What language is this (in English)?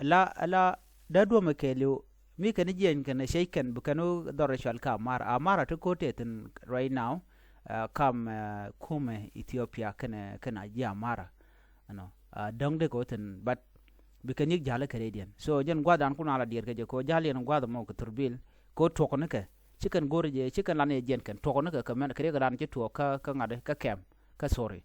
Nuer